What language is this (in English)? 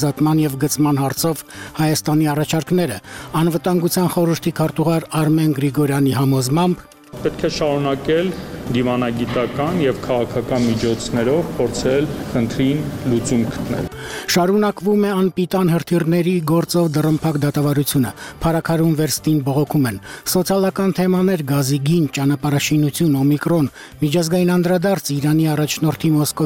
Armenian